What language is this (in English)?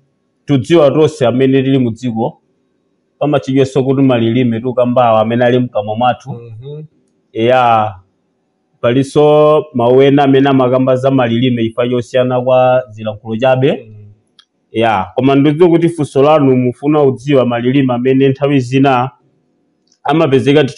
Nyanja